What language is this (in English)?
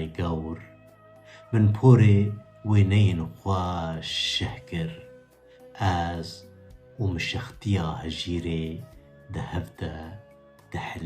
Kurdish